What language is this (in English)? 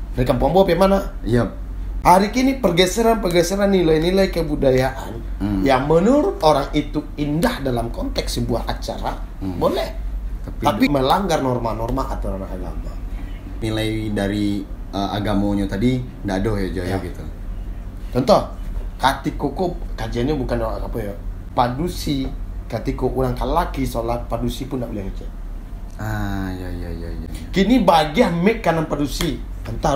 Minangkabau